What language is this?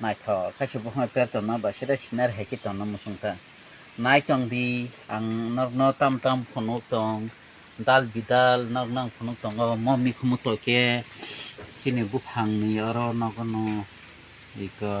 Kok Borok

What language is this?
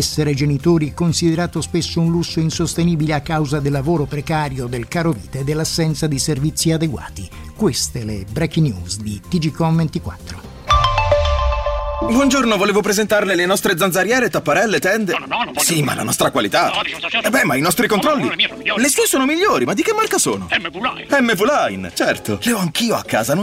Italian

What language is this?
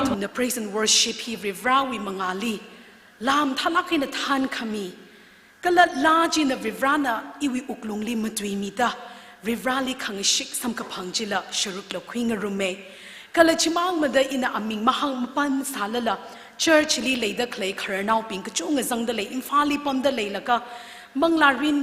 Tangkhul Naga (India)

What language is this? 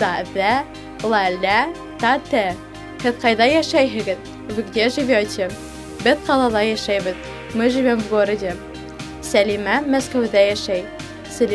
Bashkir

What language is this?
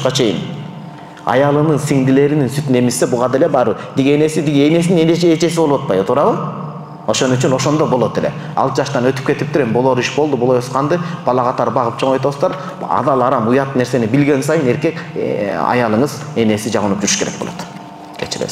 Kyrgyz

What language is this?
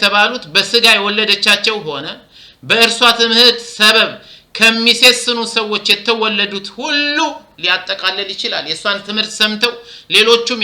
Amharic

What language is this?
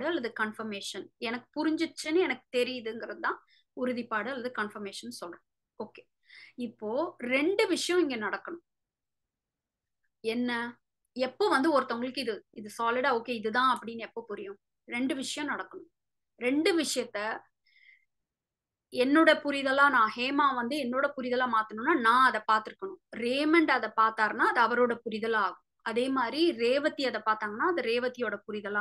Tamil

